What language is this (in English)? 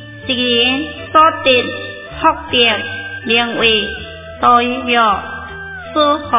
Chinese